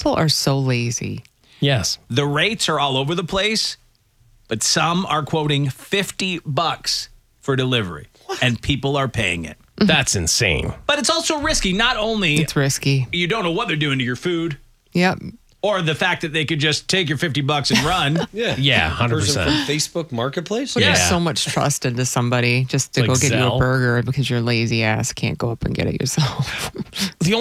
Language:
English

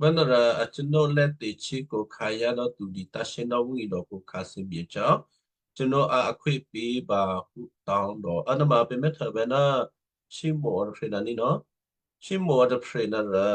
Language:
Western Kayah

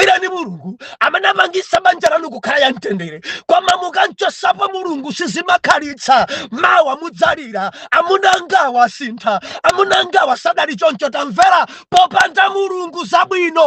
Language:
Nyanja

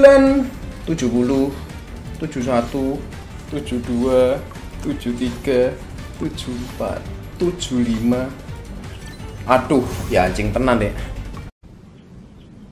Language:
Indonesian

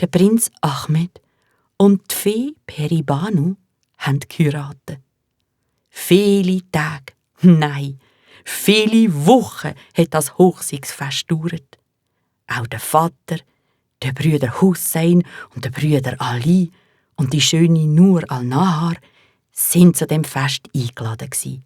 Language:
Swiss German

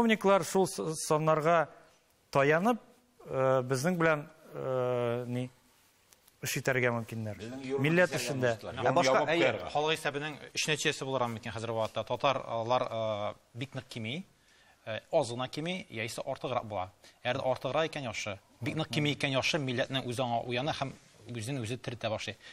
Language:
Tatar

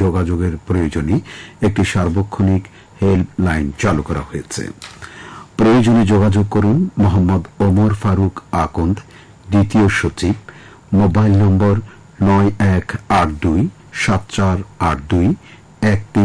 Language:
Bangla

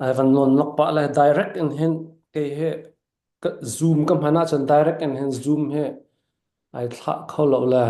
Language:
Falam Chin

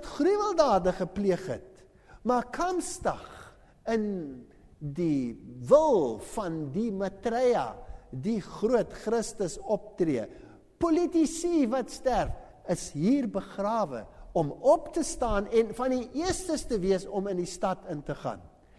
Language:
Afrikaans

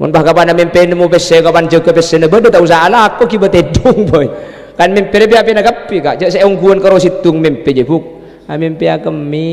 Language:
Madurese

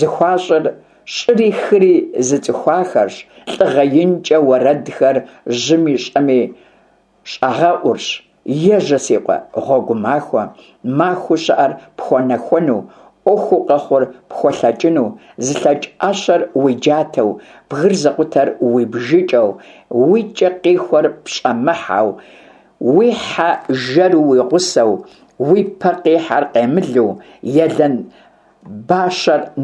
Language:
Kabardian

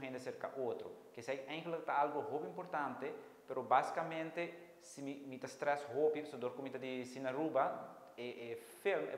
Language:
Papiamento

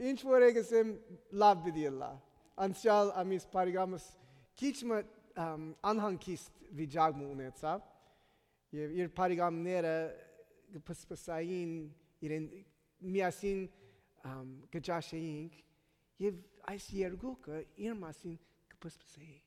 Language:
Armenian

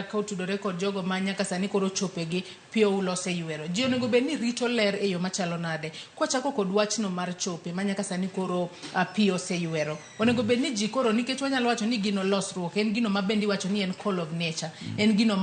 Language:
Luo (Kenya and Tanzania)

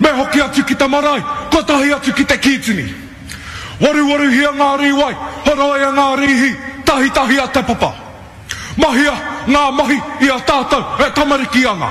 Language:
Māori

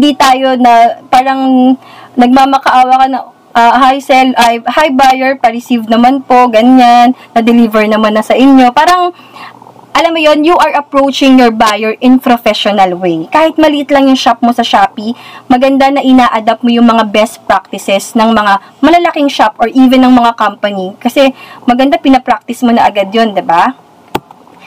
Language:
Filipino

